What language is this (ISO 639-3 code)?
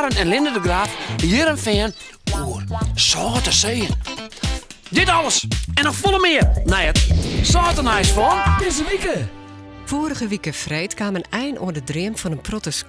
fry